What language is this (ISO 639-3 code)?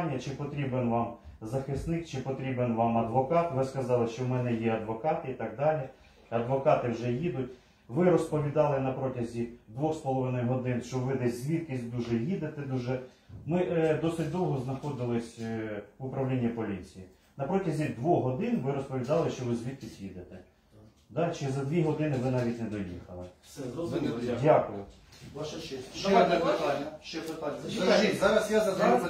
ukr